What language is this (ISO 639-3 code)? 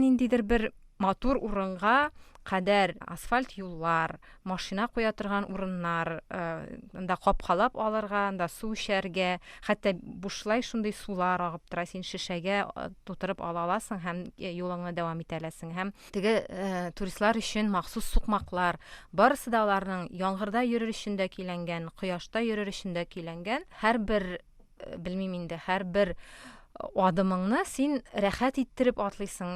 tat